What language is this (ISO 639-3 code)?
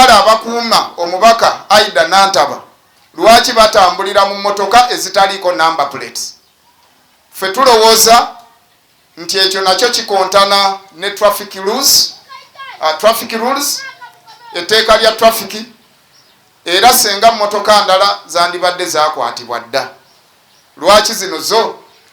lug